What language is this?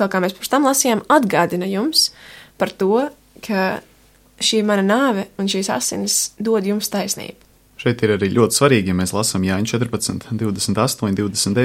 Latvian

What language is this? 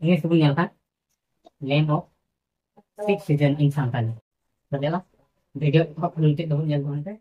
Santali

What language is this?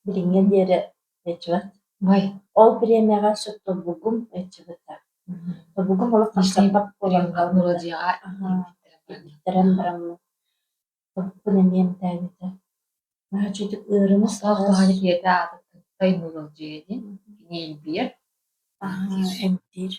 Yakut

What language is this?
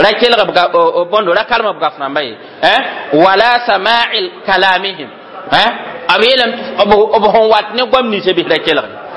Mossi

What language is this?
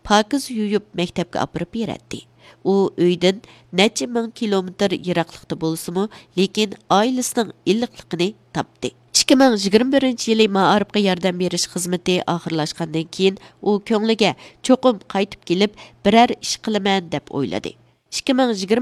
Uyghur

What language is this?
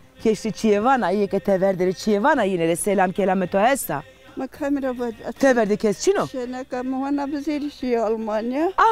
Zaza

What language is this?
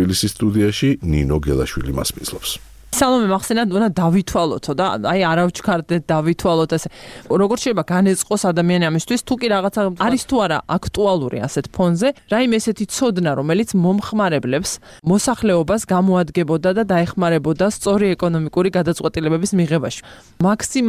Georgian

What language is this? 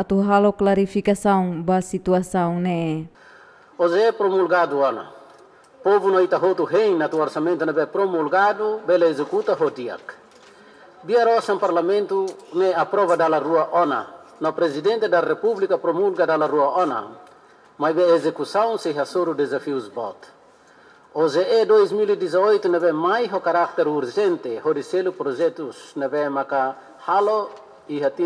Tetum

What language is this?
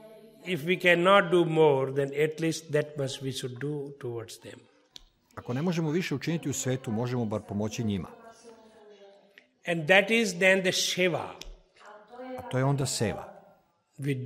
Serbian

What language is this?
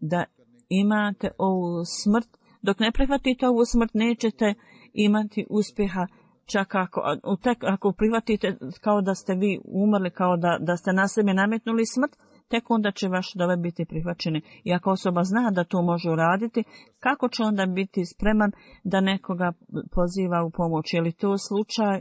Bosnian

